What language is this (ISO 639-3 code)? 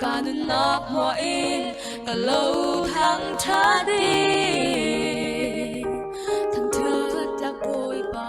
cfm